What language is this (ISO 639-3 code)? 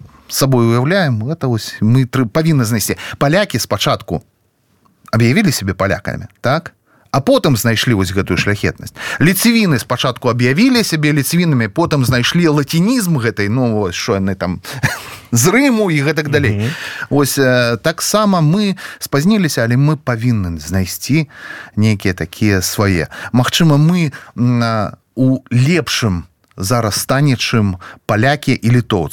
bel